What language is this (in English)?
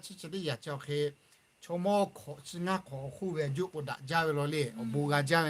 Lahu